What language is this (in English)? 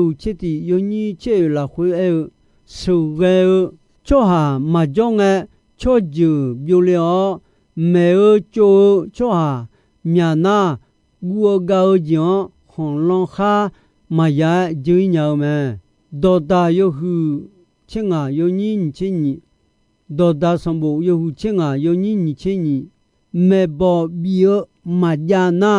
Akha